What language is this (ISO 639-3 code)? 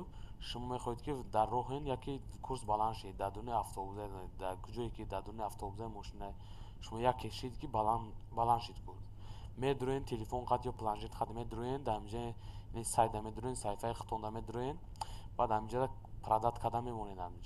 tgk